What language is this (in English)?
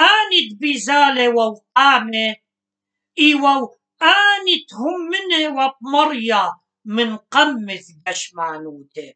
Assyrian Neo-Aramaic